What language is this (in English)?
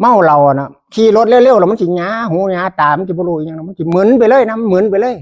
Northeastern Thai